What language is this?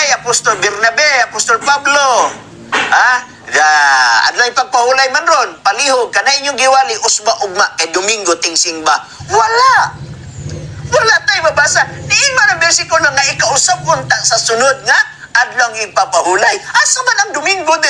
Cebuano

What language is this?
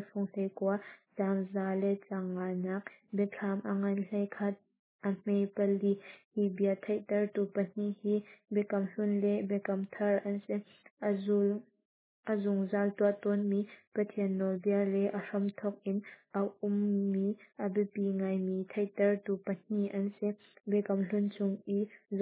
Hakha Chin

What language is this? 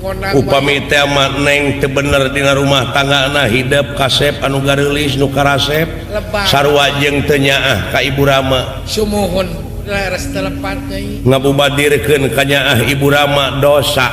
Sundanese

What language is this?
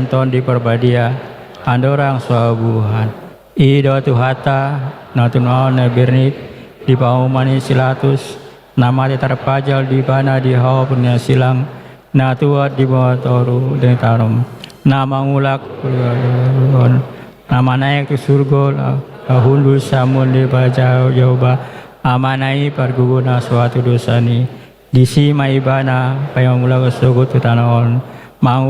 Batak Toba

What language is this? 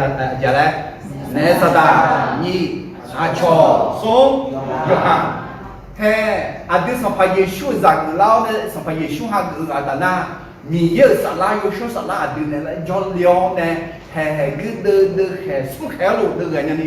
Akha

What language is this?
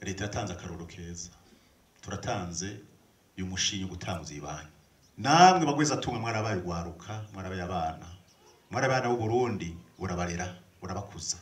Rundi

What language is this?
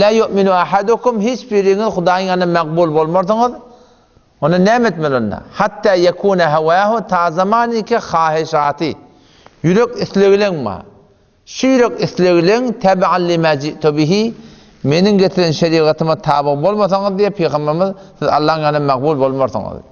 Turkmen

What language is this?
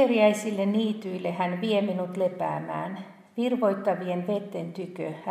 Finnish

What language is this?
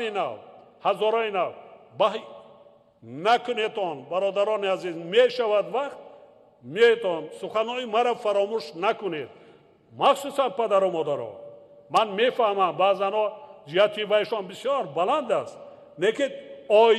Tajik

